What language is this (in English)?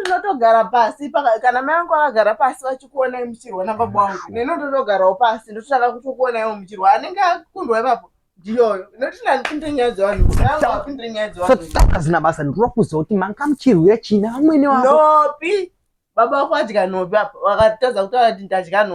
Shona